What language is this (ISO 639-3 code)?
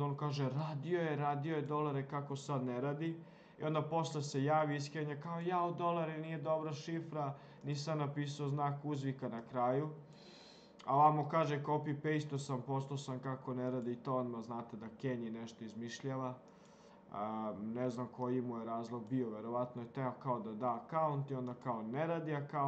srp